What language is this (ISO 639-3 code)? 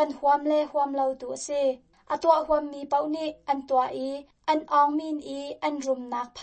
cnh